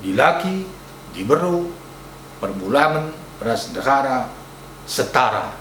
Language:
Batak Karo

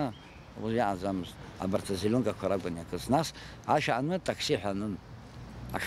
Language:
Abkhazian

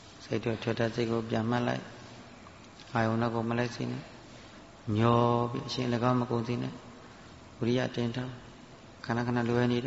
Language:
Burmese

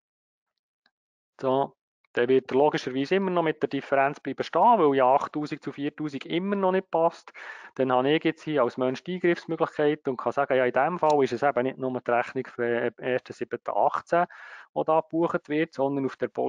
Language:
German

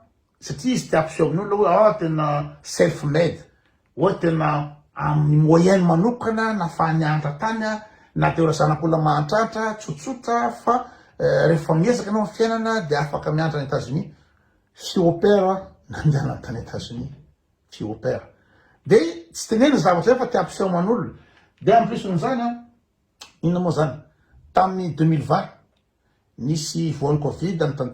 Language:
Malagasy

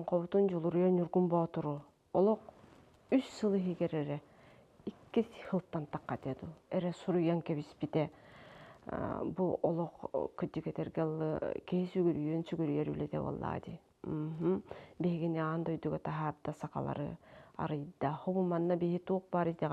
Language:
Yakut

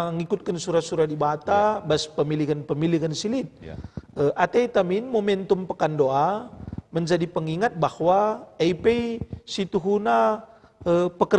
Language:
Batak Karo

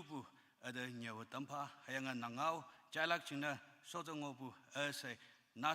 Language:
Konyak Naga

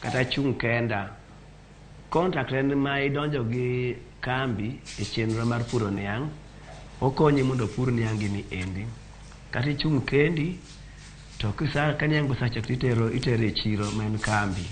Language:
Luo (Kenya and Tanzania)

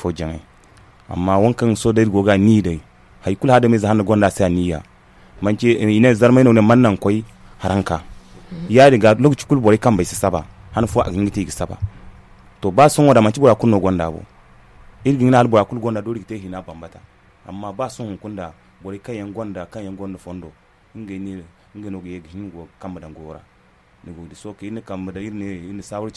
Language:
Zarma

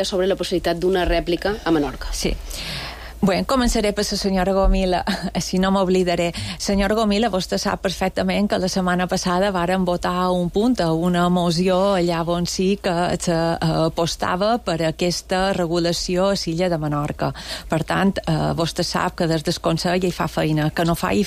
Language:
Catalan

